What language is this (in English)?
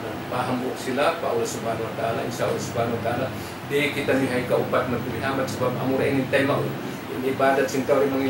Tausug